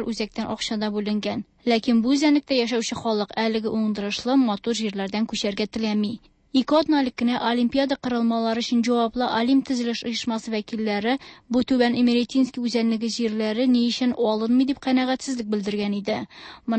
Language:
Tatar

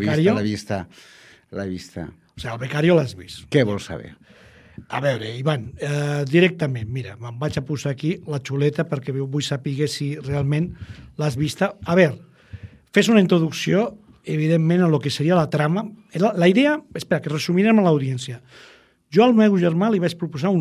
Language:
Catalan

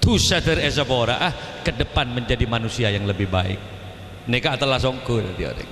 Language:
Madurese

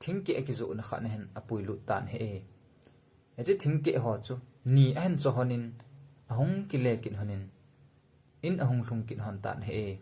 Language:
Thado Chin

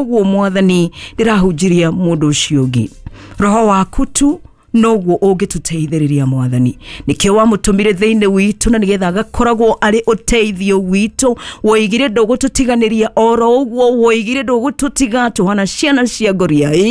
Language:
Kikuyu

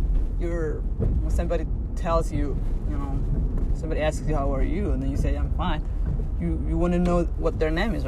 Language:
English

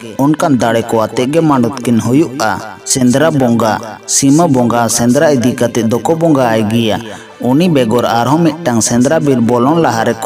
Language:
Santali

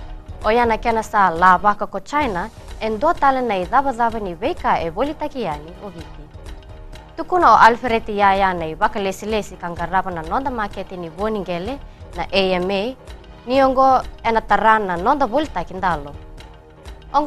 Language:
Fijian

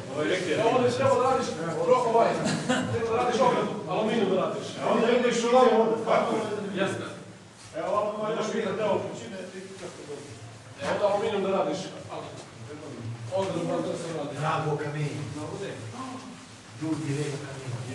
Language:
Bosnian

